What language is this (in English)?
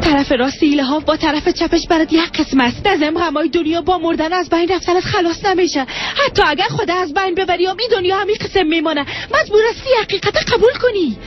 Persian